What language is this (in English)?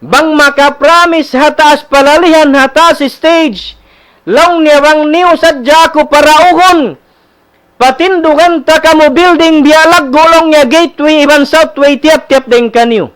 Tausug